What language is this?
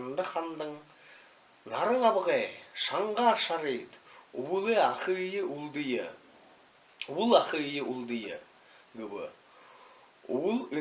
Buriat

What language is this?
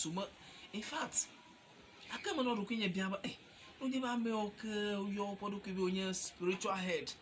Ewe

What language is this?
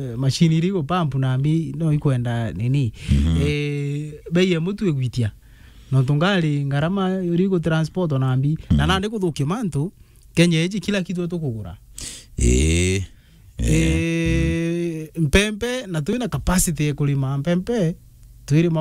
Meru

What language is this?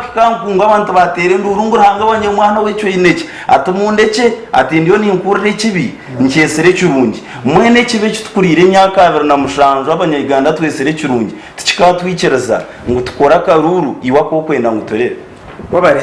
Nyankole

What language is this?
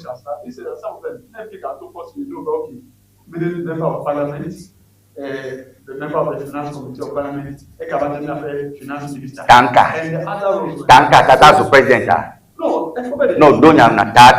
Ewe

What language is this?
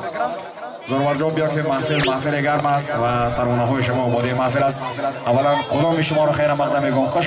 Tajik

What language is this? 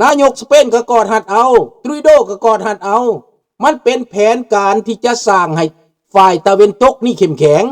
Lao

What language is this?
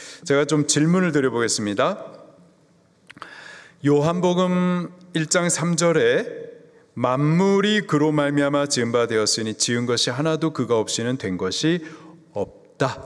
Korean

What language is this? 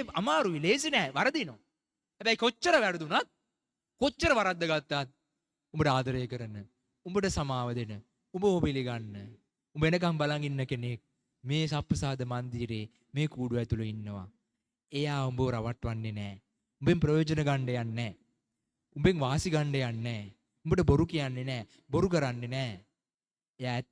Sinhala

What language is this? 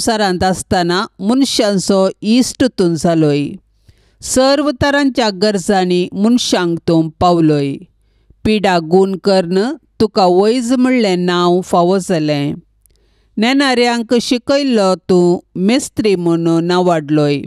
Konkani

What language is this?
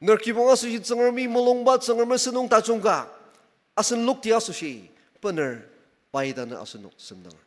Ao Naga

